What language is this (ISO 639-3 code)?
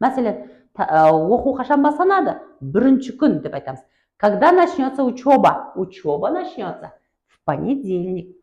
kaa